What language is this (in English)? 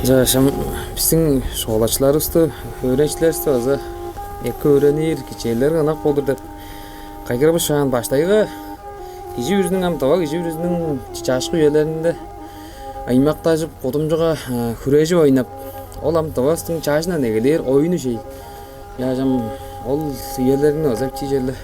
Tuvinian